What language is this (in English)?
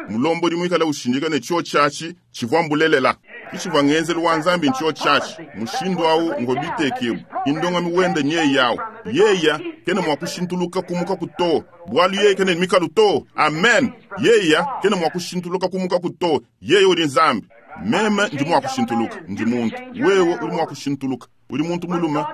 Luba-Lulua